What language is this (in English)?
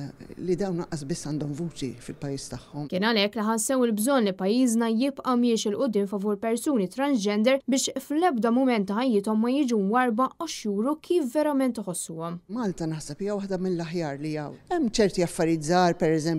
Maltese